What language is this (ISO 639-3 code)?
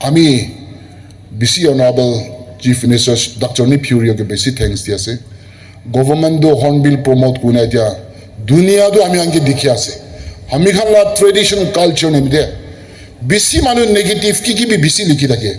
nag